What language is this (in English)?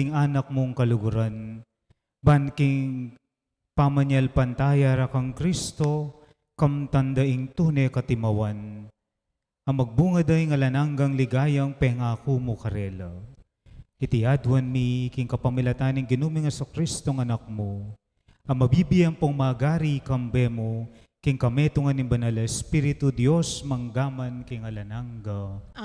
Pampanga